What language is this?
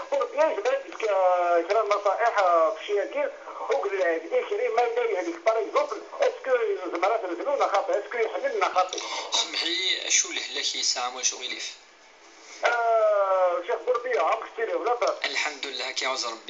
Kabyle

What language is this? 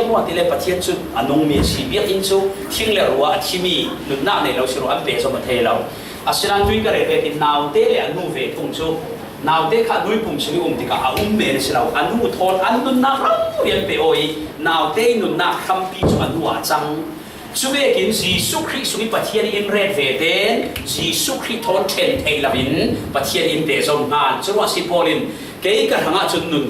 Falam Chin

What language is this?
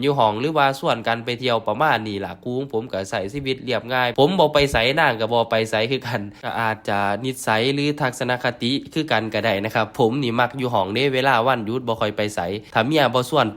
Lao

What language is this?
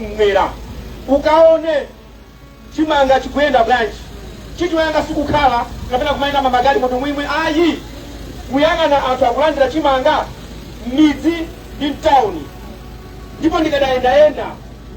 Nyanja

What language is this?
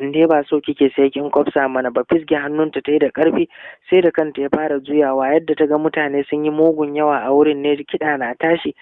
Hausa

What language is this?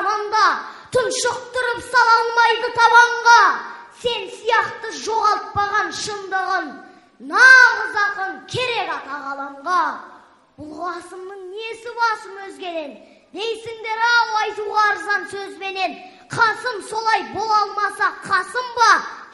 Kazakh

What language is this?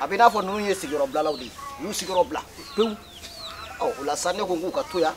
Bambara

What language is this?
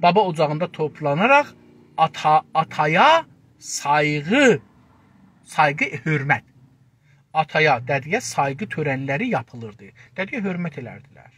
South Azerbaijani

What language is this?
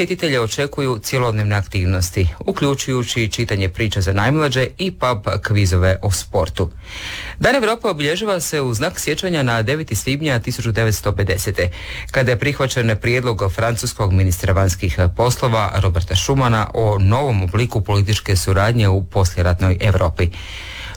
Croatian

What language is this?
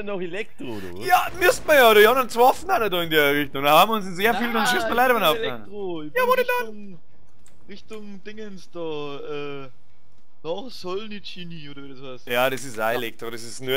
Bavarian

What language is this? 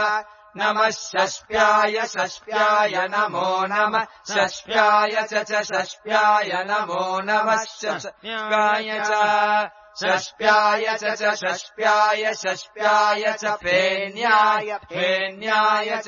Sanskrit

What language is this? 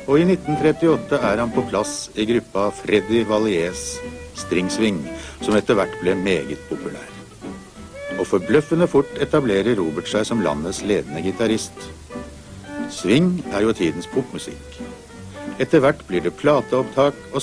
Norwegian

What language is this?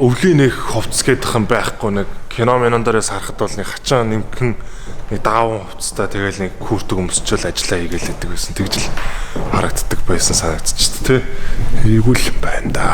Mongolian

